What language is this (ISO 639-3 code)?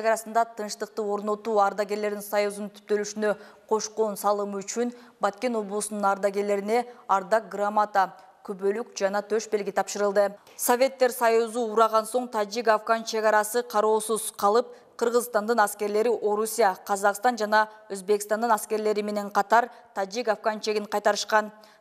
kir